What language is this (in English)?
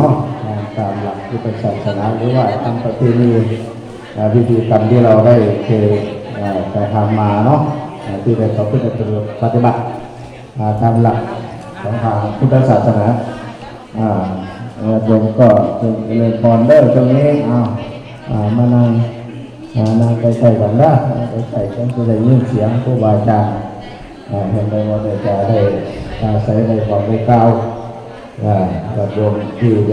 Lao